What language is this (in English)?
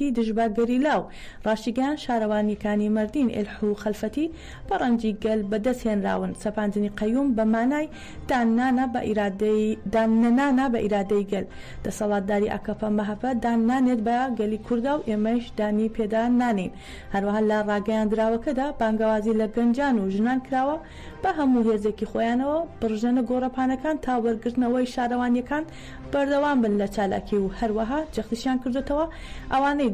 Central Kurdish